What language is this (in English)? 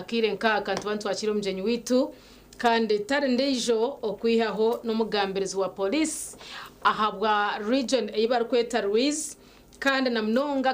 Nyankole